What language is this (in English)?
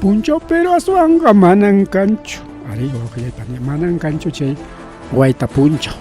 Ayacucho Quechua